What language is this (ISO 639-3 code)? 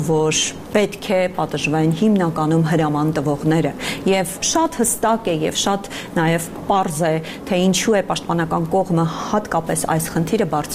hye